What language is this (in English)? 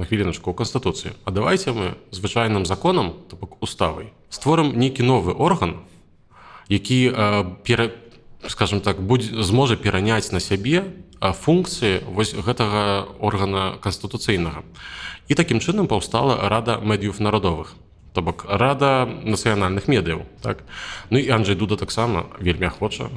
Belarusian